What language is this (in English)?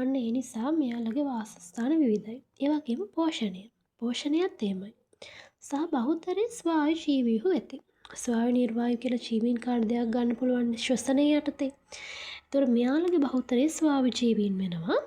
Sinhala